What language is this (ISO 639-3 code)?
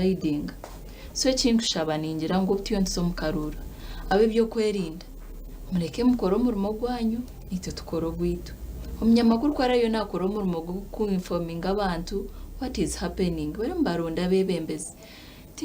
nyn